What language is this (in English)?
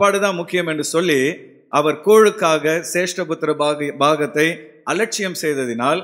Tamil